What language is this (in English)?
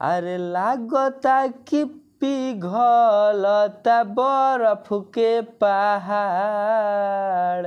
Bhojpuri